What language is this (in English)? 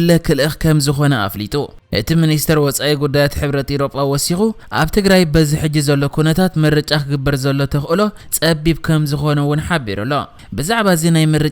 Tigrinya